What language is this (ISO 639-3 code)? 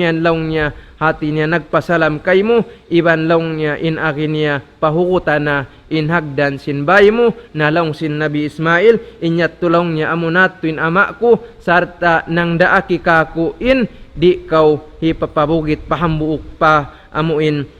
tsg